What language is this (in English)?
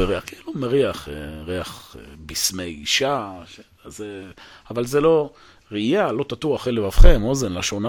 Hebrew